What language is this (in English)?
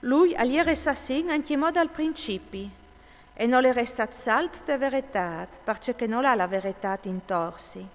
Friulian